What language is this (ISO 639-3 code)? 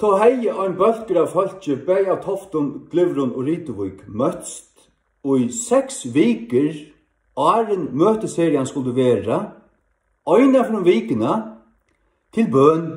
fao